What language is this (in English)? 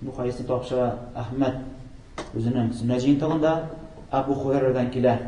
Tatar